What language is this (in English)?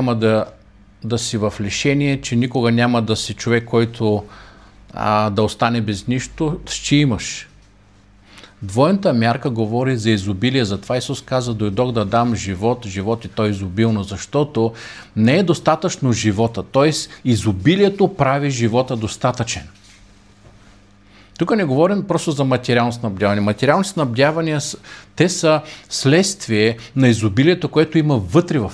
Bulgarian